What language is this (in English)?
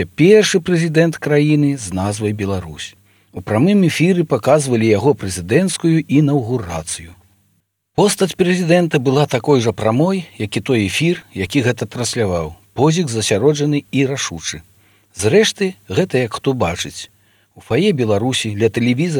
Belarusian